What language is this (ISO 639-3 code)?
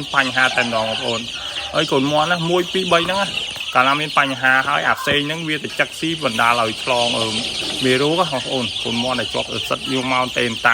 khm